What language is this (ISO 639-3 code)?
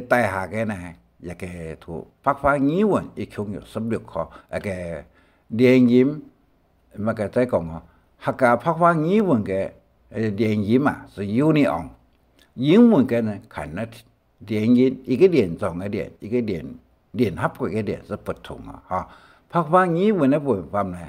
hak